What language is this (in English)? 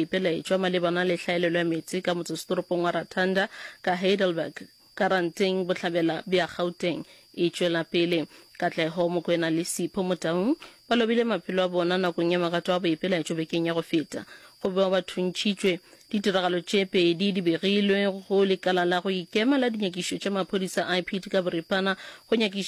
Northern Sotho